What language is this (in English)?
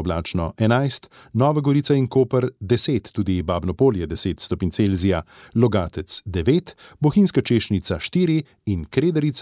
Slovenian